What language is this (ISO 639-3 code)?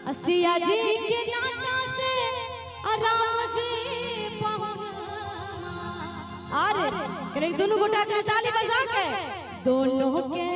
mai